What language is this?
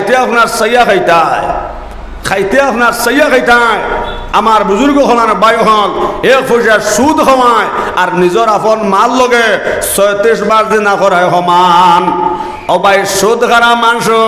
Sylheti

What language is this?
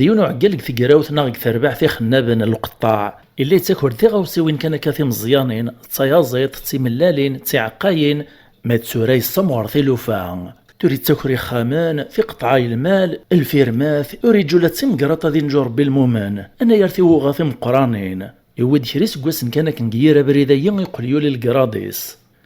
Kabyle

